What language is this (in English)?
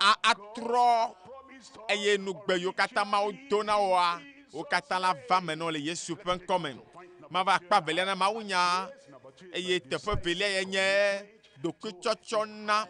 Ewe